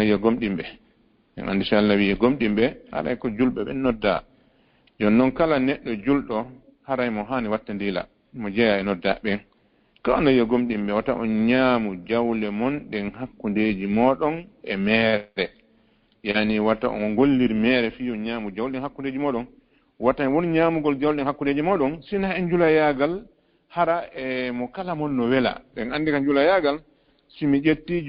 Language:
Fula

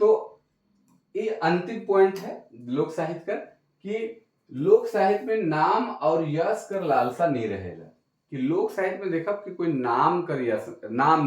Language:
Sadri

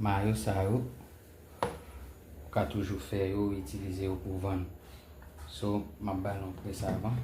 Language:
Haitian Creole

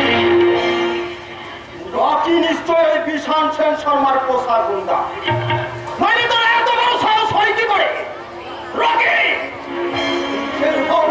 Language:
Bangla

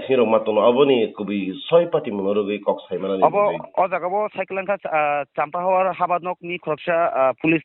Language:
Kok Borok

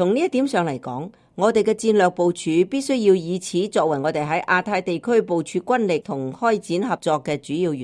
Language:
Cantonese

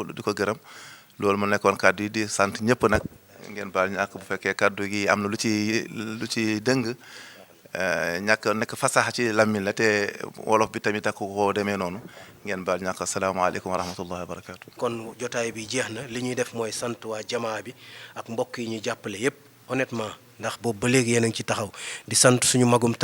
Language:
Wolof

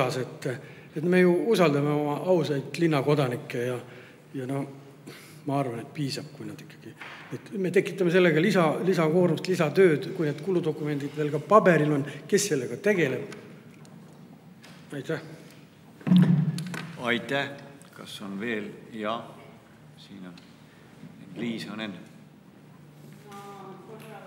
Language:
Estonian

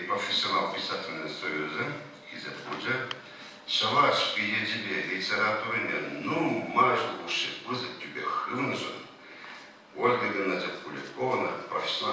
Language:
Chuvash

